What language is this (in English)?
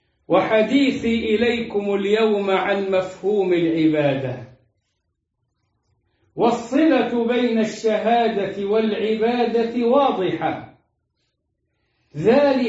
Arabic